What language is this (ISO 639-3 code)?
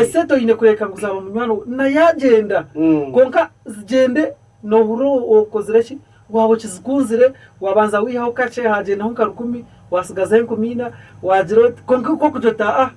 nyn